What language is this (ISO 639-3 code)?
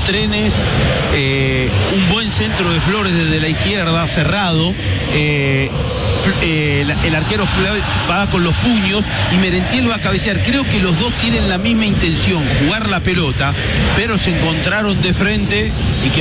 spa